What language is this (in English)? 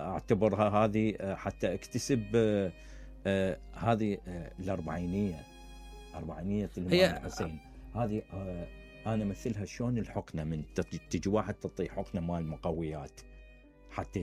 Mesopotamian Arabic